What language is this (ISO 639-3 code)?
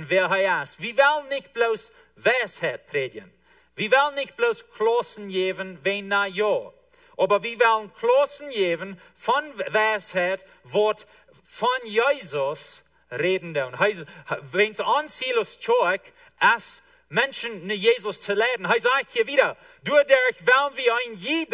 pdt